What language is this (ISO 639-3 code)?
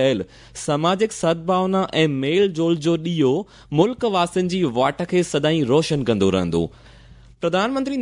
snd